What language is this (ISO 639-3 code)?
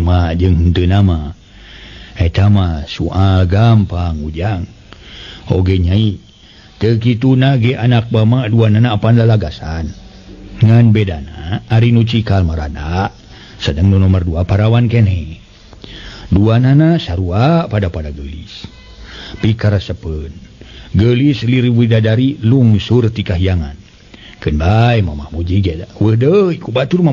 sun